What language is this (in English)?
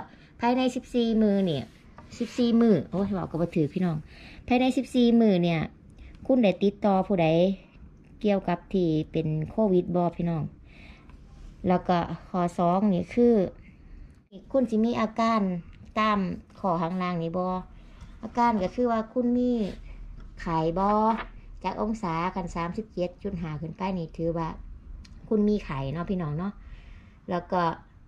Northeastern Thai